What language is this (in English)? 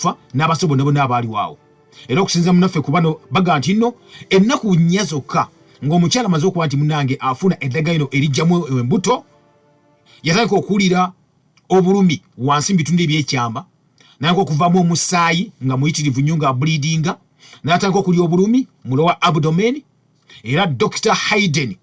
Ganda